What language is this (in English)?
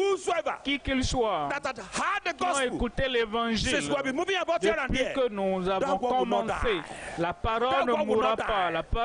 Ewe